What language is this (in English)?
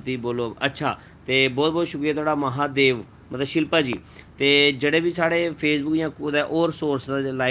Dogri